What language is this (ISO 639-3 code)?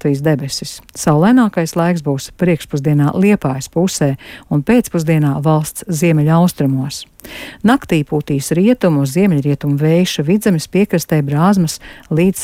lav